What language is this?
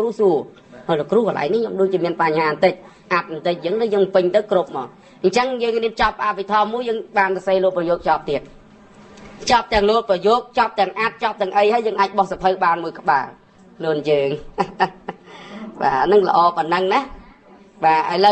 Khmer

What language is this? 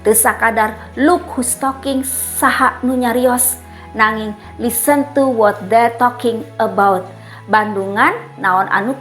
Sundanese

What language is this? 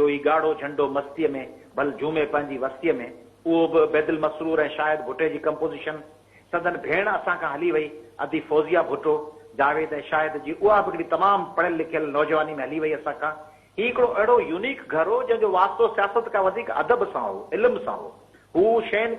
Sindhi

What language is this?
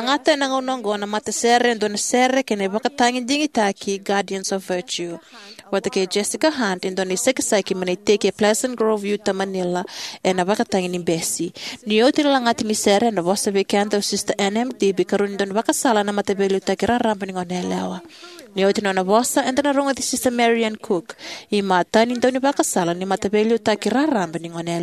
Fijian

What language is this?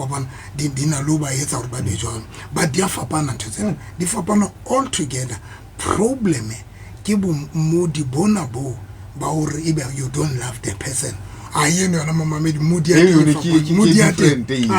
Southern Sotho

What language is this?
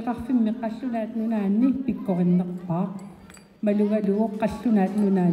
Kalaallisut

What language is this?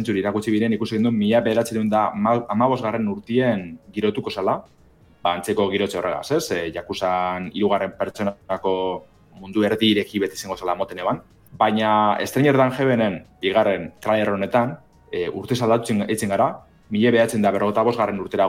Basque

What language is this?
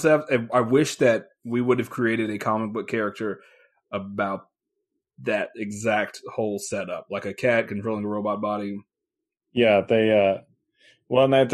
English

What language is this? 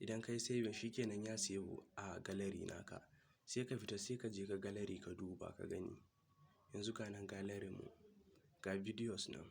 Hausa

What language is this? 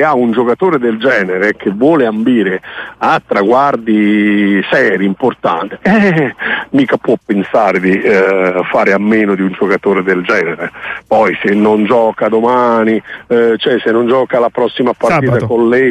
Italian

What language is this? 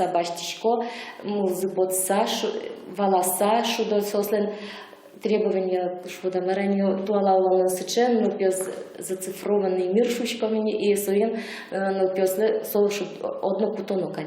Udmurt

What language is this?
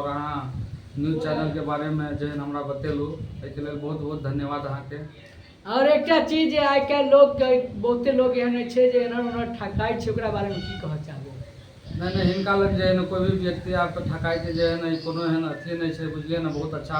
Maithili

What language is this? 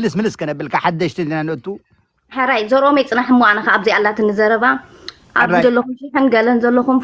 Tigrinya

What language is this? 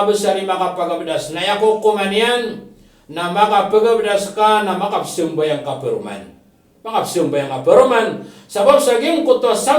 Maranao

